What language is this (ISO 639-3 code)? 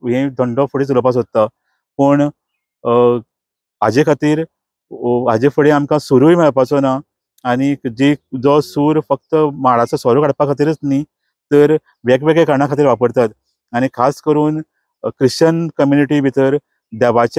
kok